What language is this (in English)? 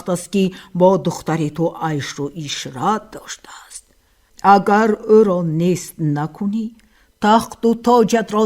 Tajik